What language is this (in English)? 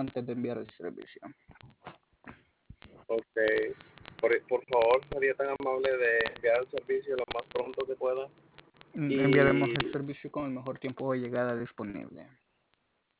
Spanish